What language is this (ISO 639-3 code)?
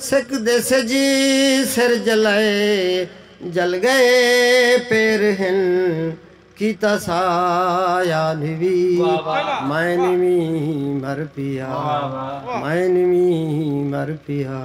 skr